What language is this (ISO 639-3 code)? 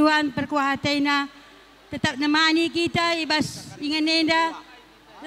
btx